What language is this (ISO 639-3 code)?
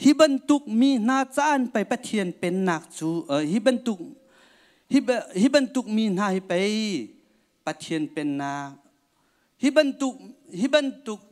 cnh